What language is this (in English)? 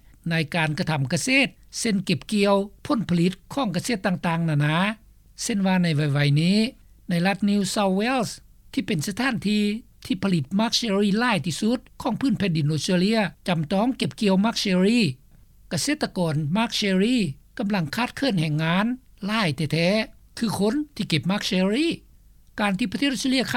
Lao